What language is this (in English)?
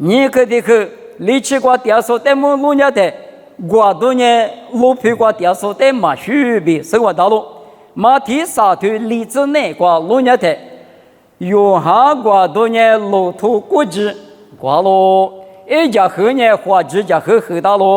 Lisu